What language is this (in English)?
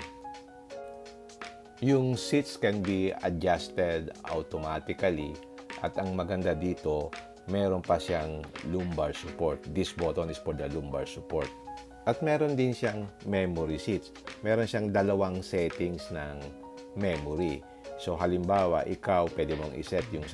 Filipino